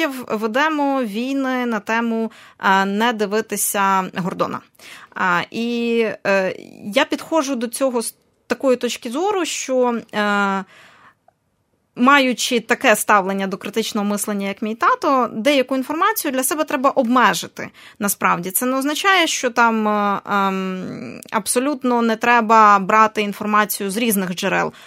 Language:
Ukrainian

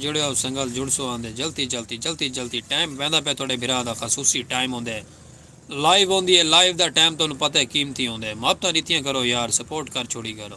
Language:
Saraiki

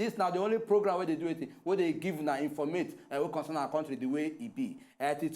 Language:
Nigerian Pidgin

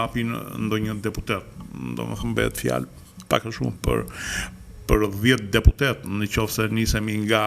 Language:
Albanian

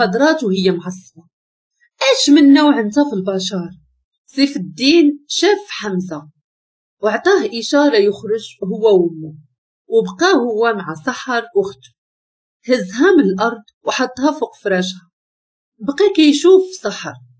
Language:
Moroccan Arabic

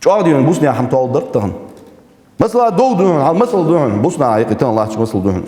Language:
Ingush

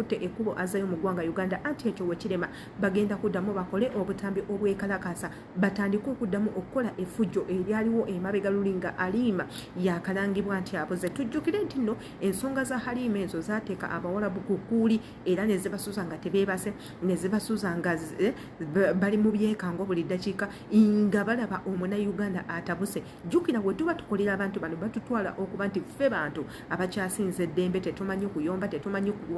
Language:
Ganda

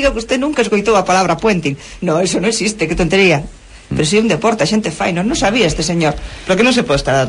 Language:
Galician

